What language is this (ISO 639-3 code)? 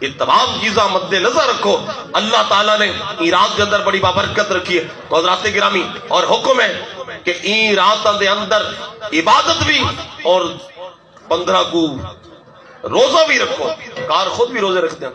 skr